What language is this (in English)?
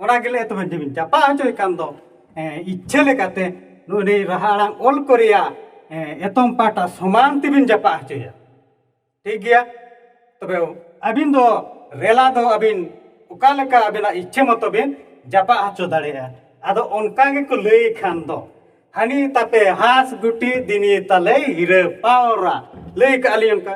Santali